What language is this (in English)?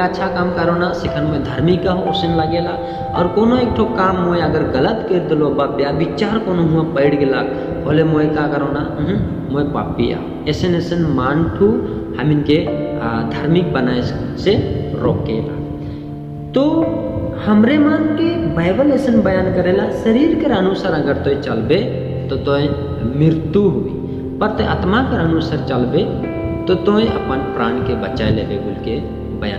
Sadri